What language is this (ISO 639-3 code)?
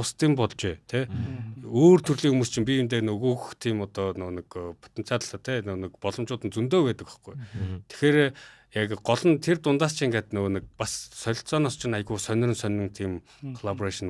mon